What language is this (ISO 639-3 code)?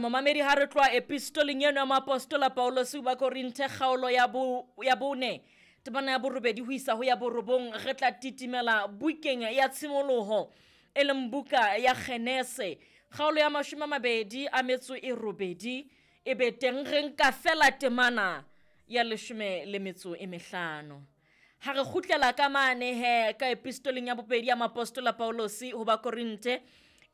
sot